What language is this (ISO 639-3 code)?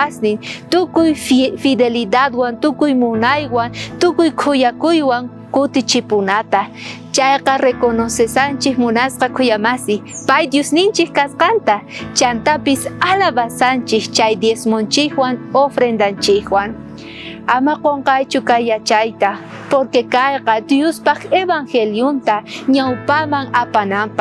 quh